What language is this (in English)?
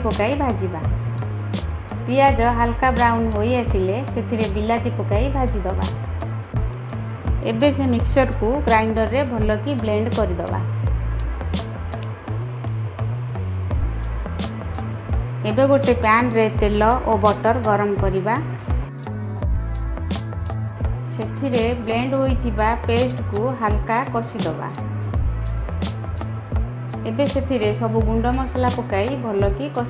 Odia